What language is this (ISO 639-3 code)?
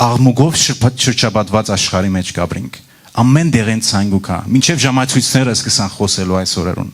hyw